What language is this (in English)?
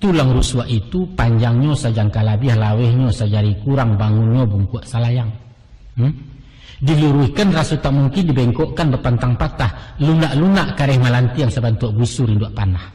Minangkabau